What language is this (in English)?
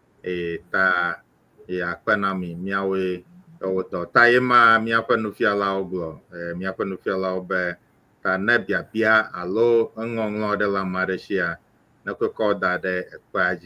Ewe